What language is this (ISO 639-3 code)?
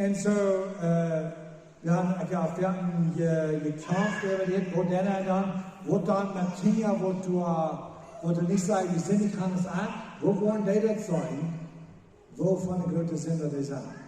pdt